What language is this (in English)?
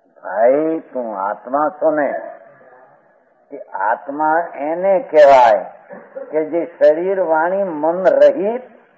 Gujarati